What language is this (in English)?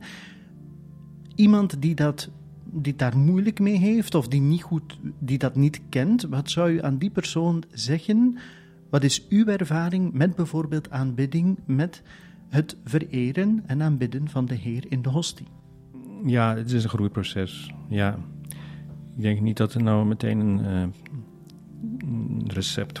Dutch